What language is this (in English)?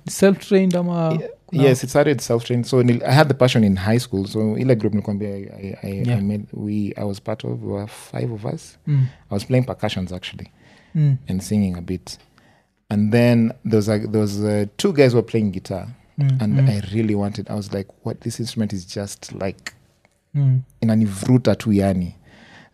Swahili